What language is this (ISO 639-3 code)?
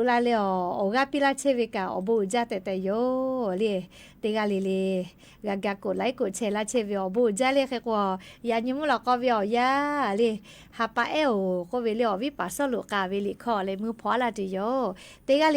lhu